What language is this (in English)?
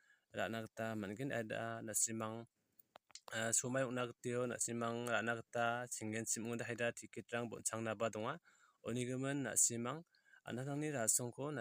Garo